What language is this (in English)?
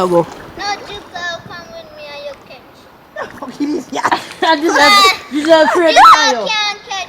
Jamaican Creole English